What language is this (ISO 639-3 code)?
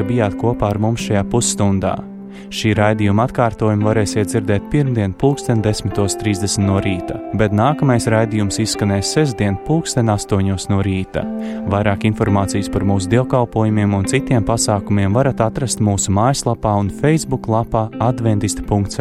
lav